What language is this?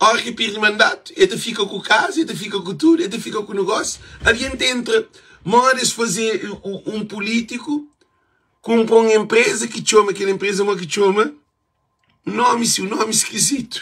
Kabuverdianu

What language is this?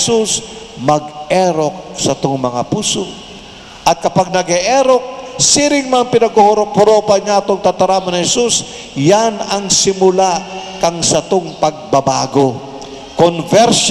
Bikol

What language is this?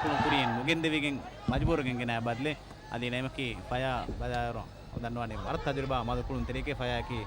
Divehi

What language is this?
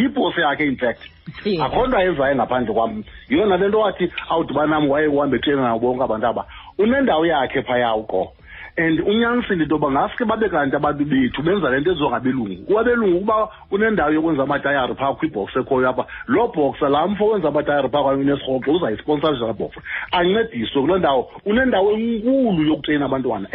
Xhosa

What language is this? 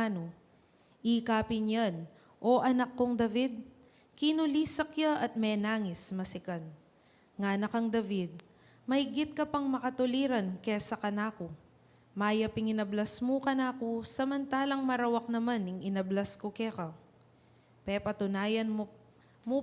Pampanga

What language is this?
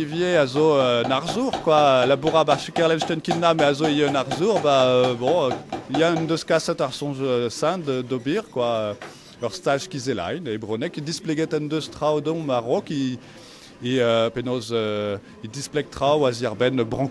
Breton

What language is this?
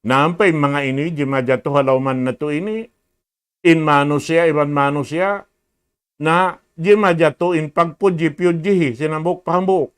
Tausug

